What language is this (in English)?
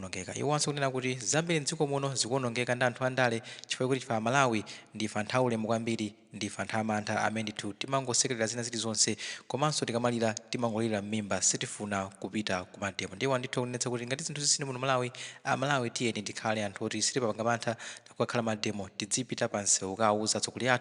Nyanja